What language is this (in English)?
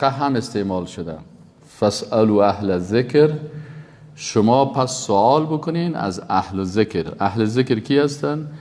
Persian